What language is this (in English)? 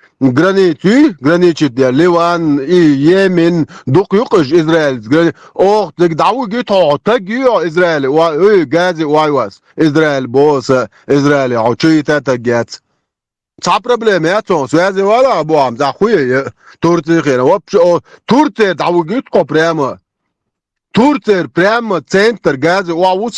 Chechen